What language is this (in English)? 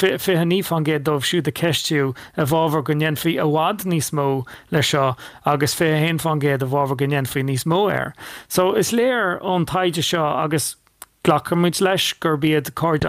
Irish